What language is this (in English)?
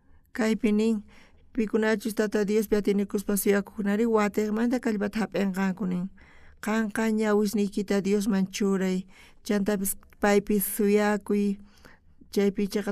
South Bolivian Quechua